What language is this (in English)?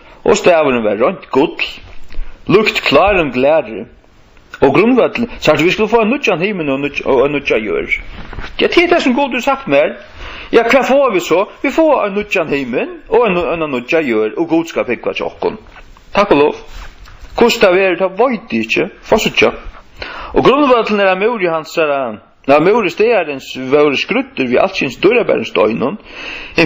Faroese